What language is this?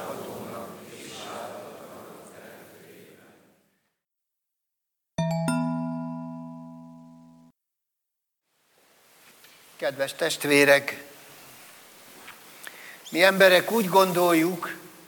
Hungarian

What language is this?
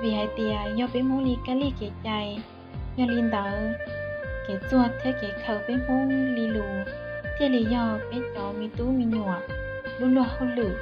Hmong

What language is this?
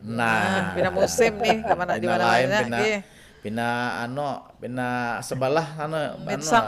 Banjar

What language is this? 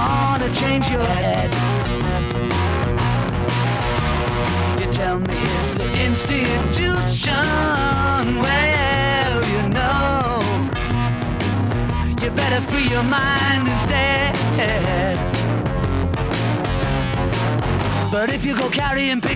English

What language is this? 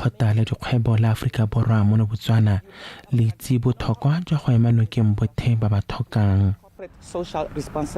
Tswana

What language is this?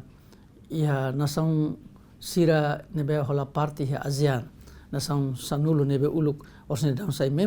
Tetum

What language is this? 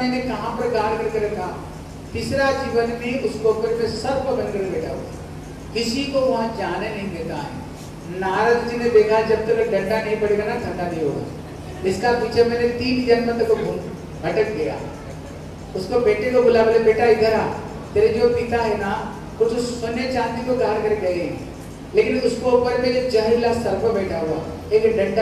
Hindi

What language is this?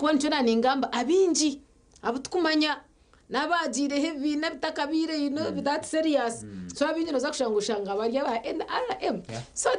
Nyankole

